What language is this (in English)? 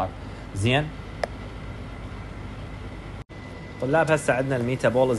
Mesopotamian Arabic